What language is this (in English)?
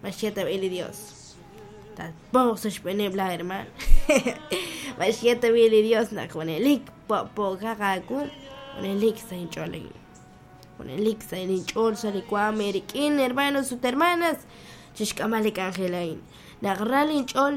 Kekchí